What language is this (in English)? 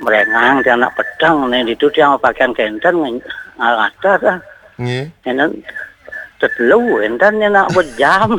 Balinese